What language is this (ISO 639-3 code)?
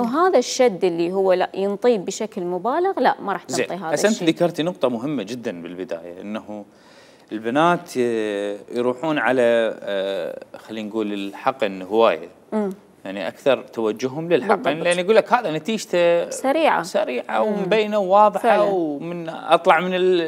acm